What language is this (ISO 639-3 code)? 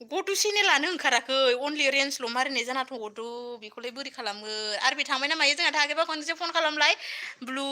brx